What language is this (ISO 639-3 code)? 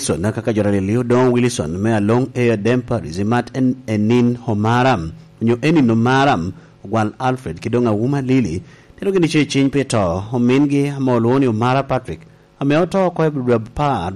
laj